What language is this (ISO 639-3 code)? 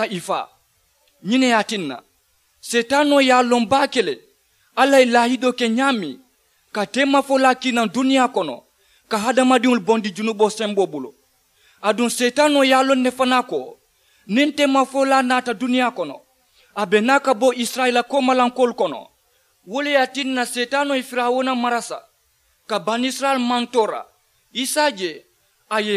man